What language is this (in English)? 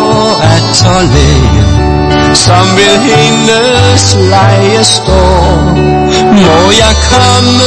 Danish